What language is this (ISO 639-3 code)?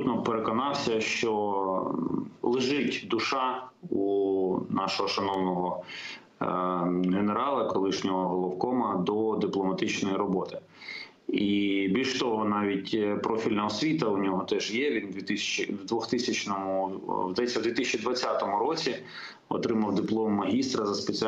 ukr